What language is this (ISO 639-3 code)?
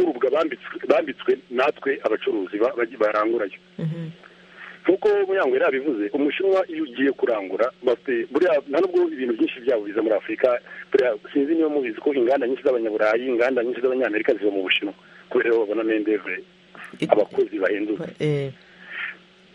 kin